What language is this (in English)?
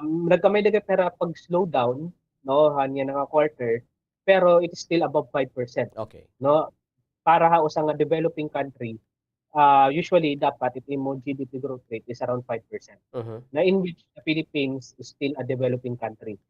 Waray